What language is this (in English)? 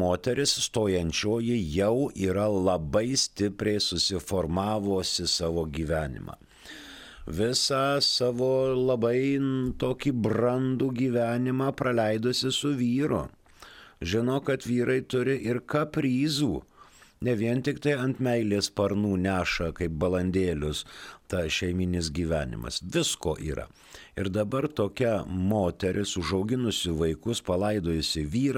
Lithuanian